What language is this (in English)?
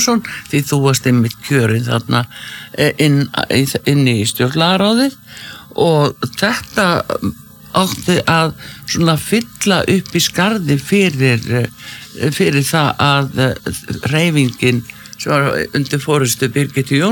Icelandic